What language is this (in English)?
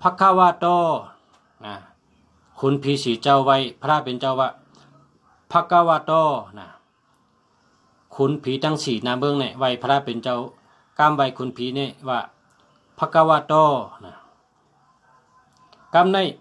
Shan